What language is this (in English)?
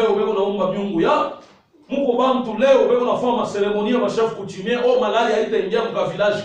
Swahili